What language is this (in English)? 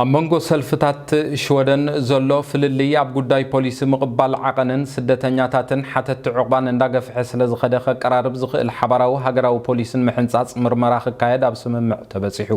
Tigrinya